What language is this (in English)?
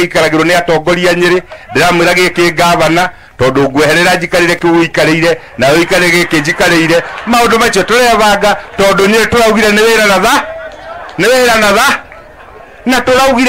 Kikuyu